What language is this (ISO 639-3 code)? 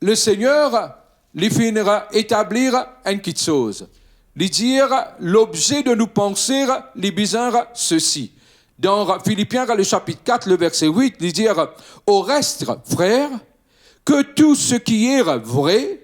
mfe